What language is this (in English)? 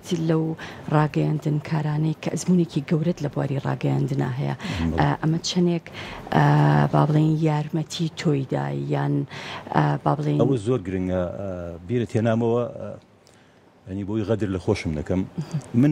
Central Kurdish